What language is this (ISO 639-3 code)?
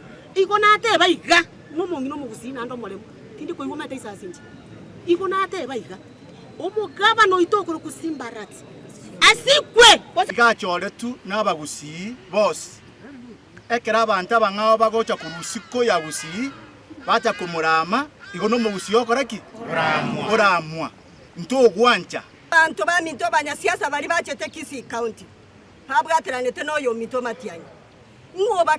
guz